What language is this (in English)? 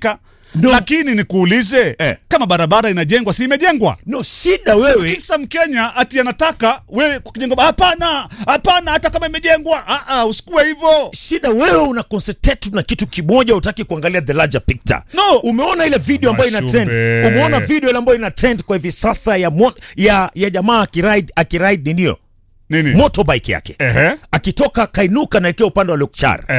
Swahili